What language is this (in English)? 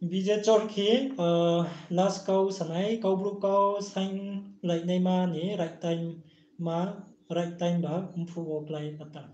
Riang (India)